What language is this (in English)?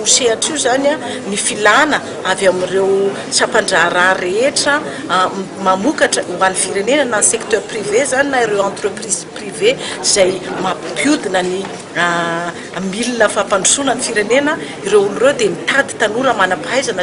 Malagasy